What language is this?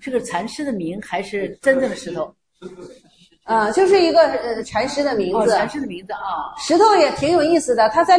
Chinese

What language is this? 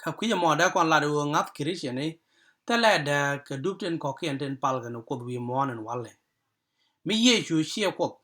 Nuer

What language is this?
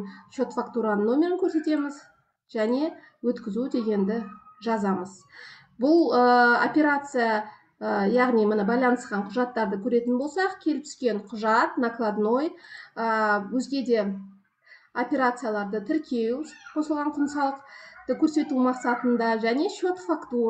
Kazakh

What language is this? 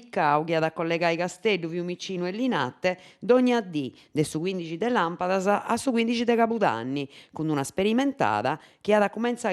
Sardinian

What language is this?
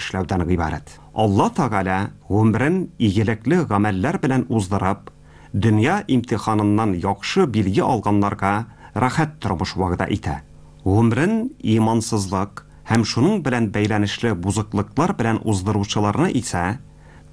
Tatar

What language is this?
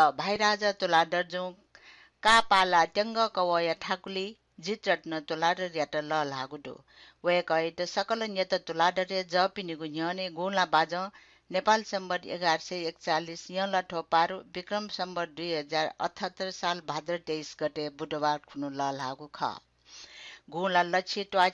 Newari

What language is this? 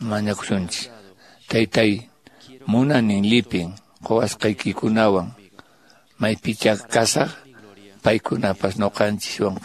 Quechua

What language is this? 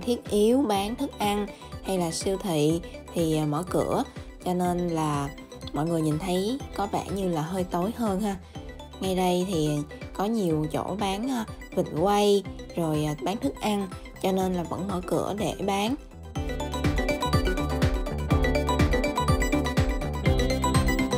Vietnamese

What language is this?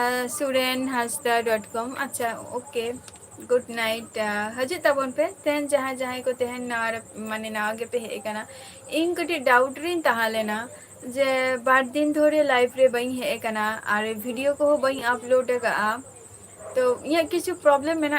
Santali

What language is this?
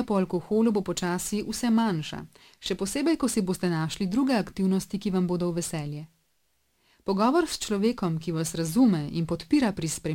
Slovenian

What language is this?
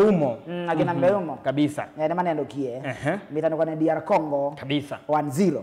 Kamba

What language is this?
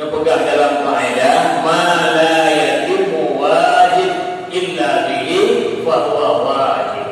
Achinese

